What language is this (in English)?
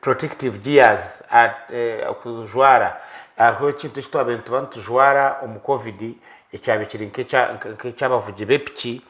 Nyankole